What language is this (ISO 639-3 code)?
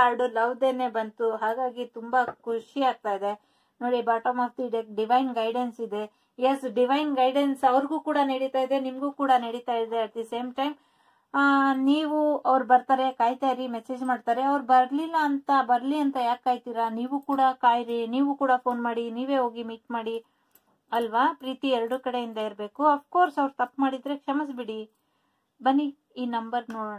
kan